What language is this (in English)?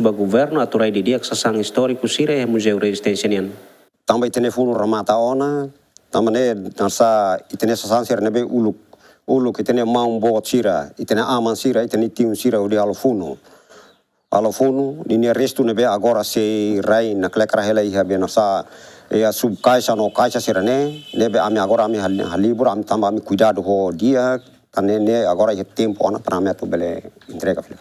Tetum